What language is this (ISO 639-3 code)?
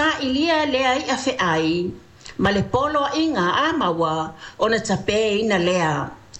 smo